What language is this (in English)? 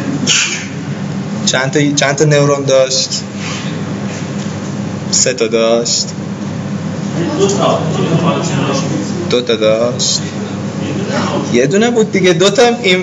Persian